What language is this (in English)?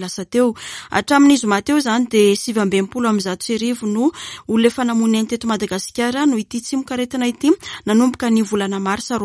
Malagasy